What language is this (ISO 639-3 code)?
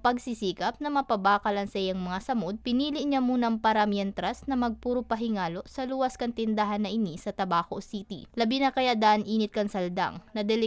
bik